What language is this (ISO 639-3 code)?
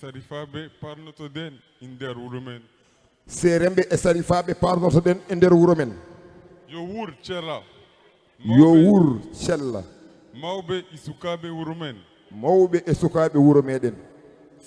ful